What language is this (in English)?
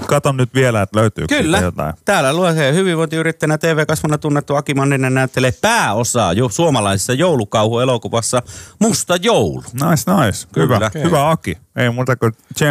Finnish